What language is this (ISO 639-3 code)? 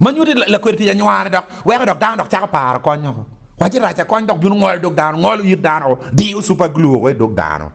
ach